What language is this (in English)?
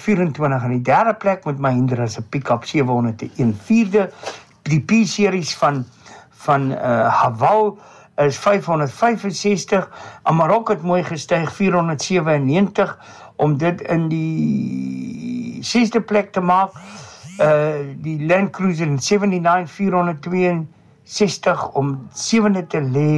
Afrikaans